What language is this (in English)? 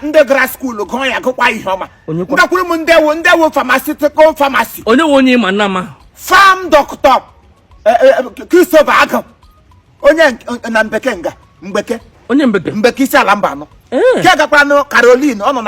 Igbo